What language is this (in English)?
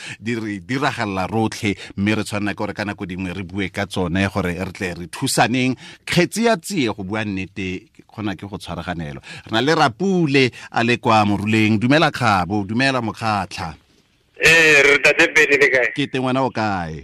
Tswana